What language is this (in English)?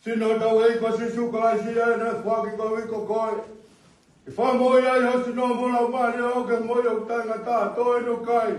Tongan